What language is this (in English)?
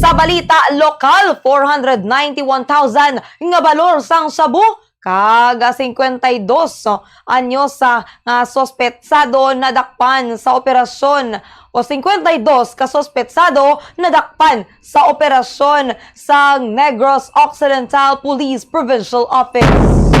Hiligaynon